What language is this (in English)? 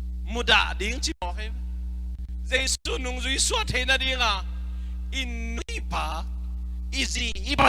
Tedim Chin